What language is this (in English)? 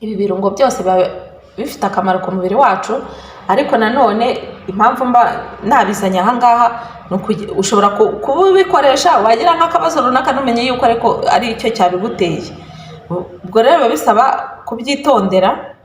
Kinyarwanda